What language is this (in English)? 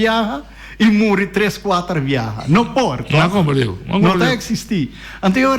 Papiamento